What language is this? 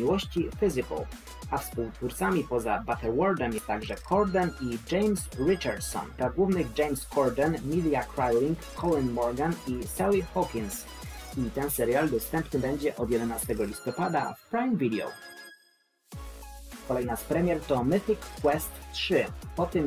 Polish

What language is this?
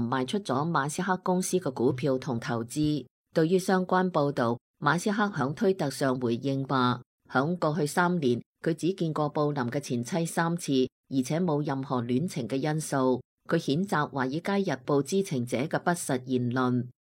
Cantonese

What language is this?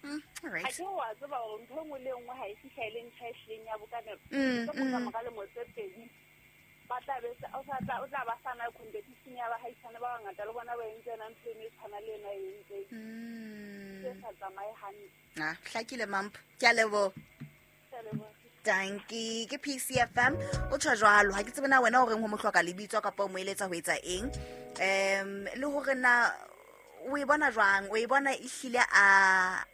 Southern Sotho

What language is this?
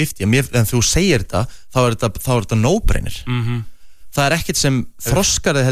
Icelandic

